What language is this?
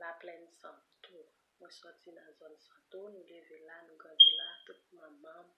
Haitian Creole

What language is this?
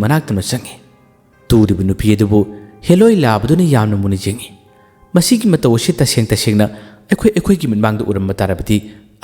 Manipuri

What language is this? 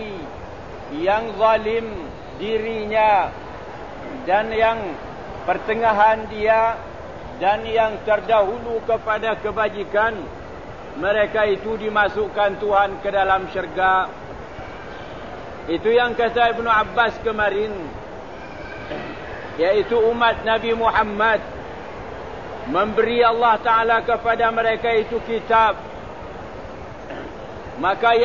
Malay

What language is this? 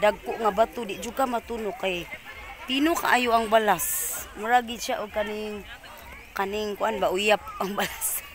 Cebuano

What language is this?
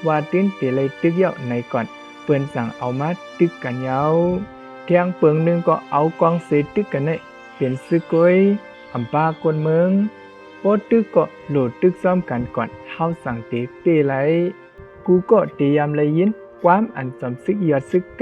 Shan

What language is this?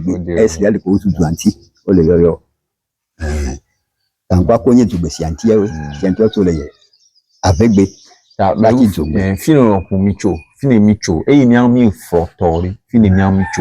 Ewe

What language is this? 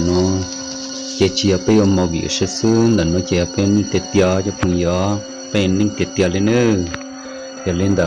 Hmong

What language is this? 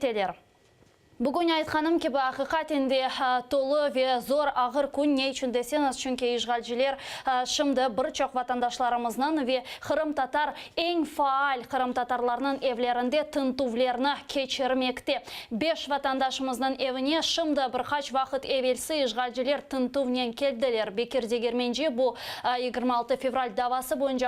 Crimean Tatar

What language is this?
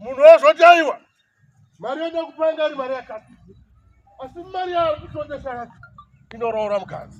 Shona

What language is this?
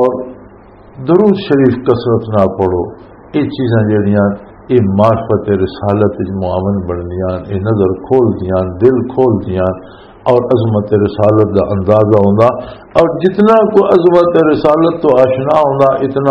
Western Panjabi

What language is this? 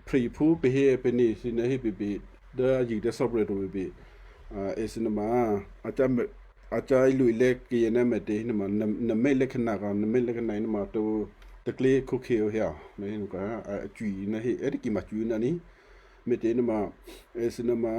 Western Kayah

